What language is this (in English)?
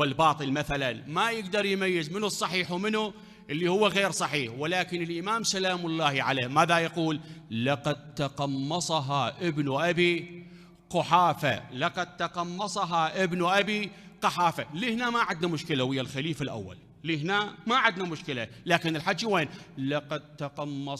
Mesopotamian Arabic